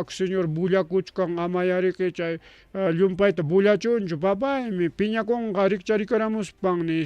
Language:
Ayacucho Quechua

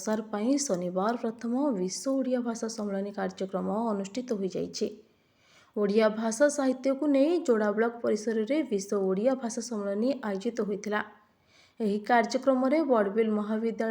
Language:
Odia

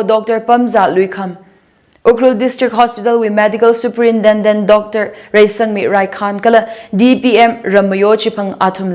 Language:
Tangkhul Naga (India)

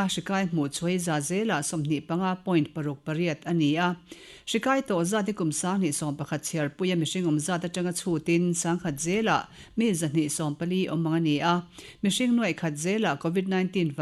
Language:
Mizo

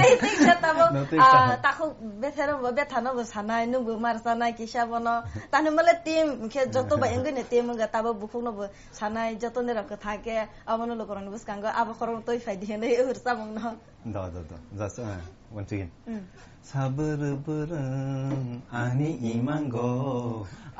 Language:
Kok Borok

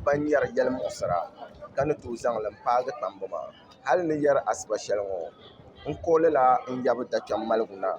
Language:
Dagbani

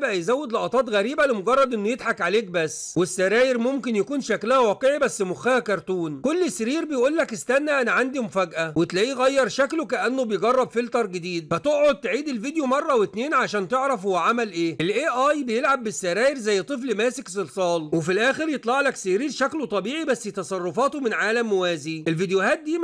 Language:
Egyptian Arabic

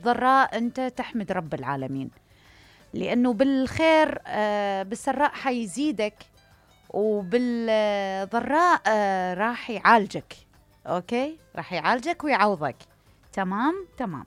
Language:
Mesopotamian Arabic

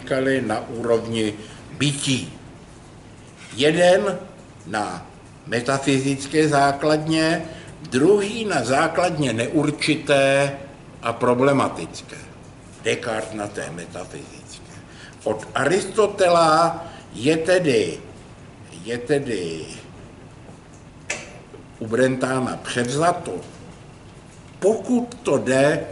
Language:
Czech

